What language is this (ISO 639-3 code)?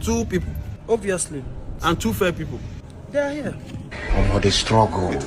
pcm